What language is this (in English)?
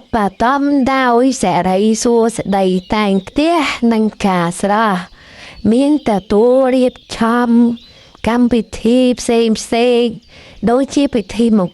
Khmer